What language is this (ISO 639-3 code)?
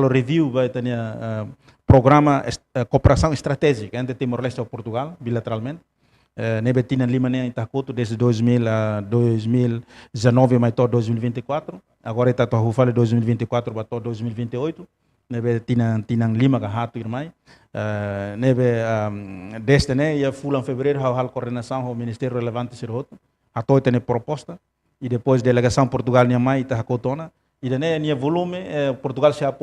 tet